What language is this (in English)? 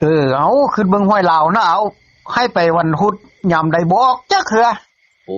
Northeastern Thai